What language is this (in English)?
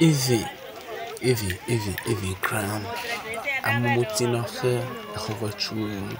Ewe